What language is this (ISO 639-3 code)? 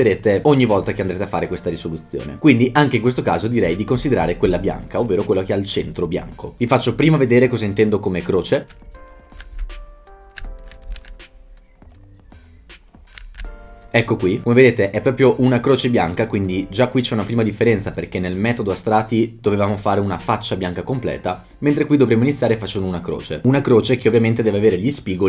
ita